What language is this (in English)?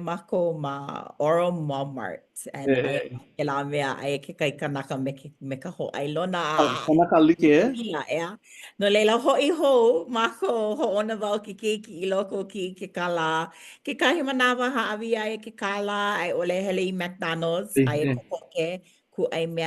Hawaiian